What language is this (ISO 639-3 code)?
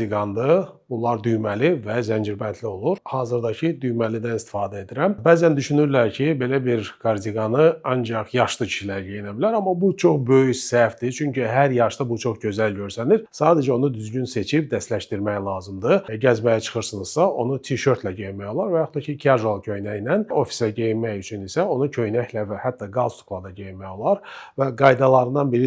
aze